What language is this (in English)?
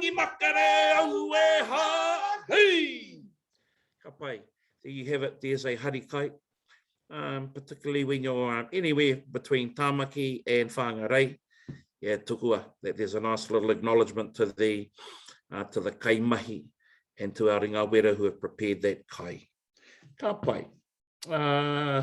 Māori